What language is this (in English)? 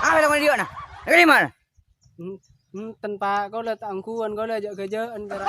Madurese